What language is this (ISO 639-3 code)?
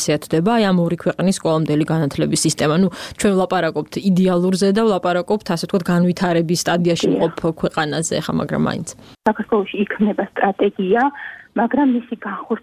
kat